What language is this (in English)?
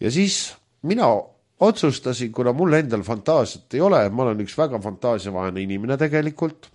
Estonian